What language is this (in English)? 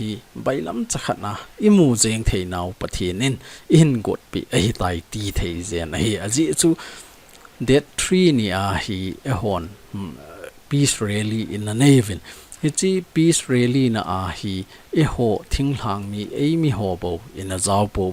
Thado Chin